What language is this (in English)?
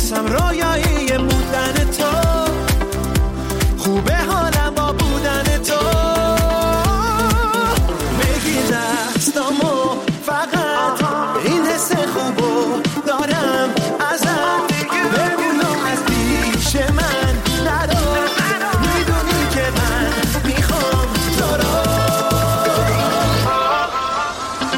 Persian